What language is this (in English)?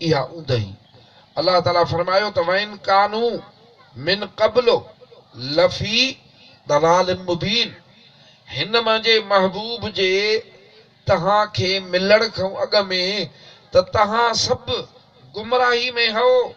Sindhi